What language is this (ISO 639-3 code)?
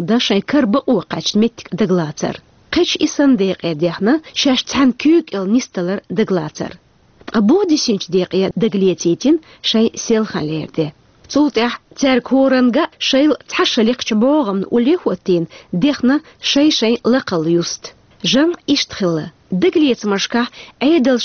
che